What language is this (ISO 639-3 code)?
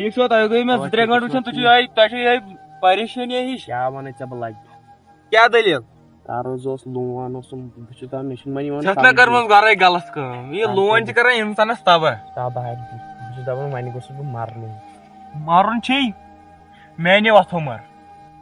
kas